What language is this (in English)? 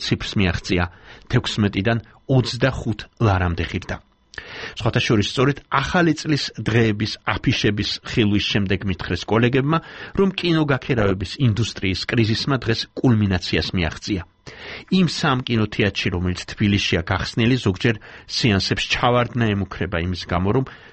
Georgian